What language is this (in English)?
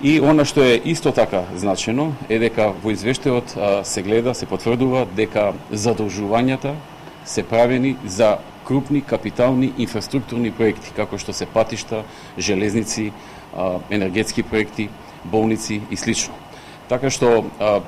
Macedonian